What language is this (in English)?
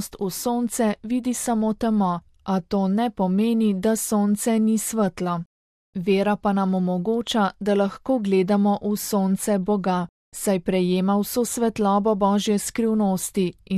Slovenian